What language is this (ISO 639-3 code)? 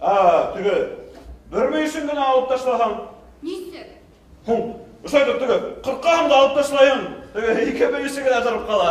bak